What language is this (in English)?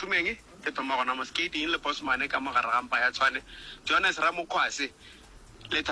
Northern Sotho